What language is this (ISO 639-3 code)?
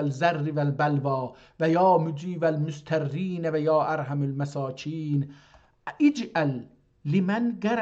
azb